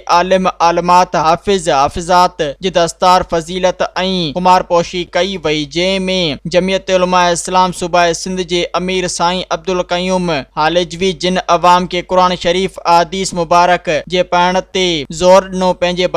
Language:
Sindhi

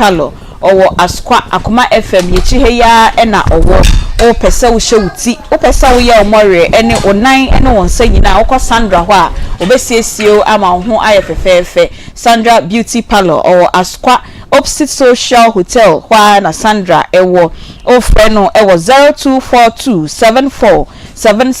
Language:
Akan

